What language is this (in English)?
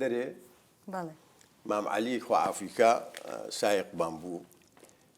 Central Kurdish